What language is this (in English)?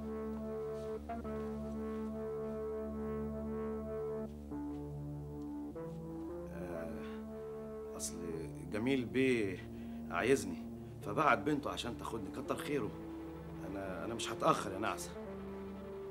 Egyptian Arabic